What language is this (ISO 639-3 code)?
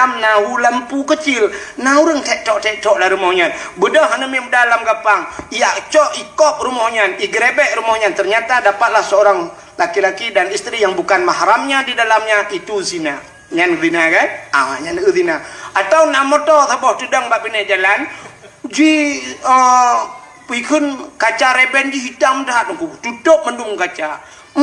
ace